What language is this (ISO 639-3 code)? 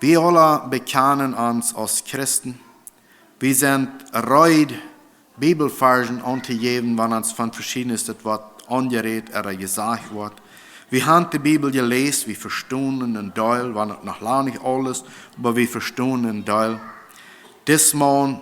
pdt